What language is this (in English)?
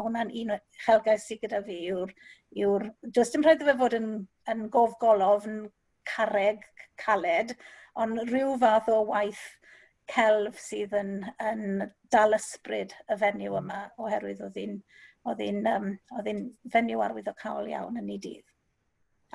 Welsh